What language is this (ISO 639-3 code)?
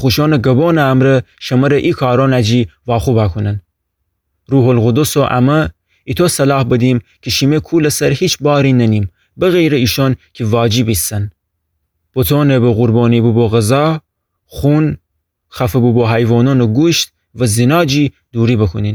glk